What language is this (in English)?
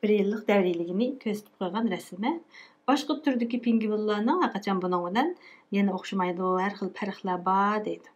Uyghur